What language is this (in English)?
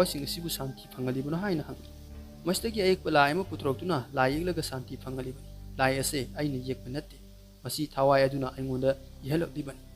Manipuri